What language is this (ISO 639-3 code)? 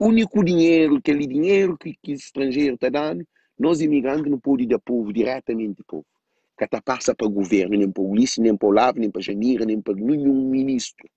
kea